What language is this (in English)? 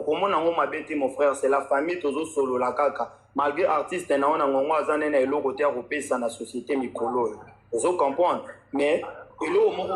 Lingala